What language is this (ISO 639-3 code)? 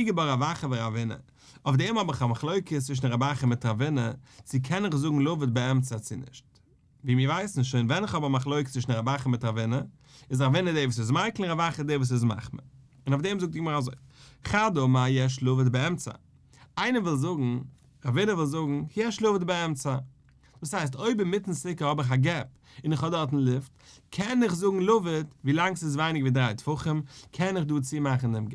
yid